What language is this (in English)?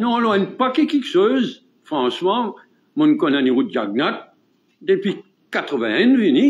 Morisyen